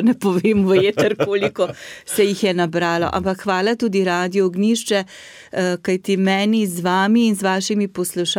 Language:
Slovenian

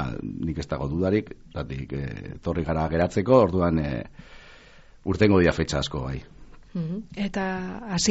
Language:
Basque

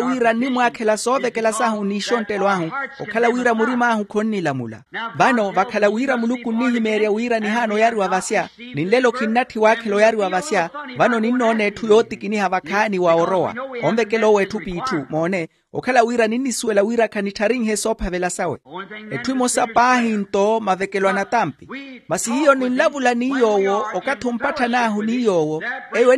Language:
Makhuwa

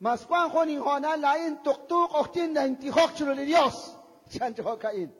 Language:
Kekchí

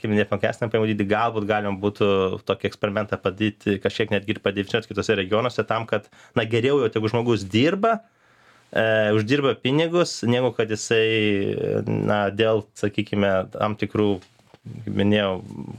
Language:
Lithuanian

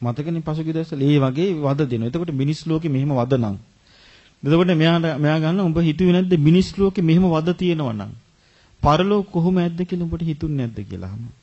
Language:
Sinhala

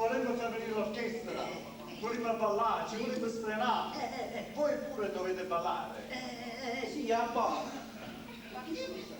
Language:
Neapolitan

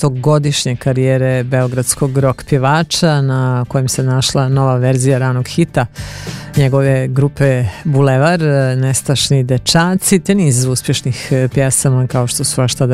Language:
Serbian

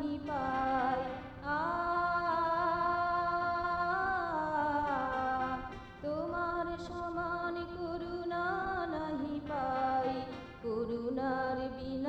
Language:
Bangla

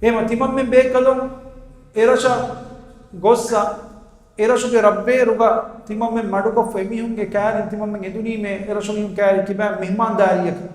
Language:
Divehi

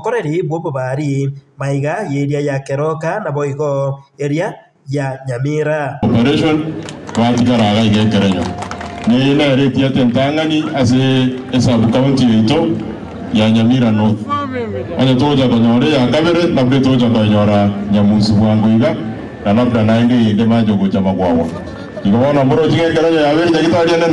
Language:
Gusii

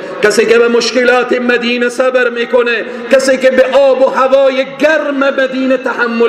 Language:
Persian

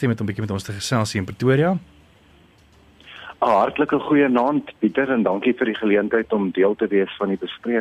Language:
Afrikaans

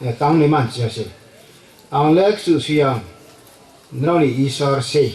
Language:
Riang (India)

